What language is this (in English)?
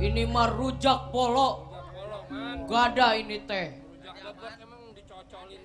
Betawi